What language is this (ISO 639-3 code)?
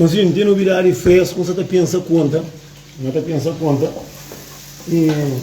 kea